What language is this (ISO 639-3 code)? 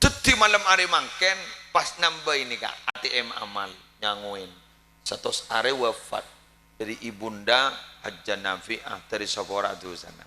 mad